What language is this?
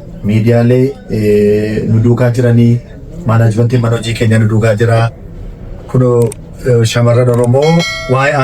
Oromo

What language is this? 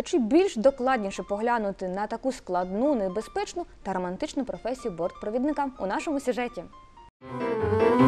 Ukrainian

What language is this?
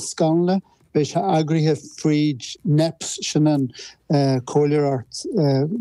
Irish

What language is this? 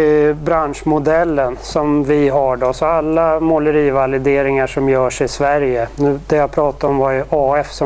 Swedish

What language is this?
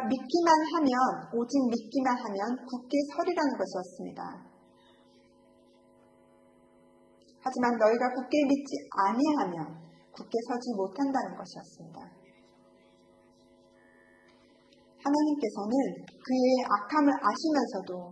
Korean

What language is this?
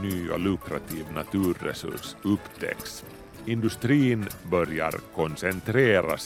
Swedish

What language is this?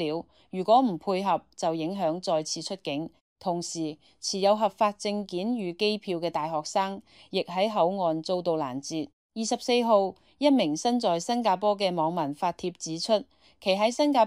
Cantonese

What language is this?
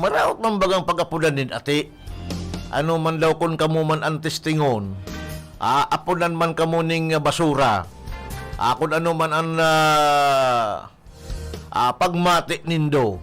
Bikol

